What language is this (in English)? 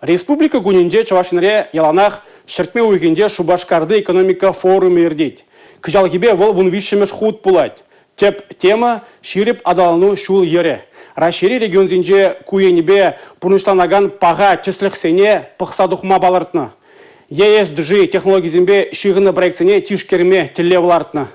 Chuvash